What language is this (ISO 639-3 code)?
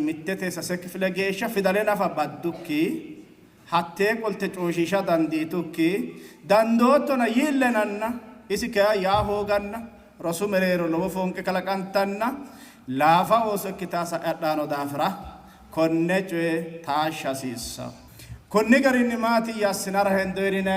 sid